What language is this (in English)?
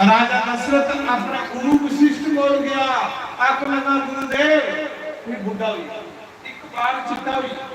Dogri